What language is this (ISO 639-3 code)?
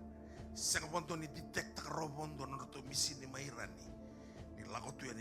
fij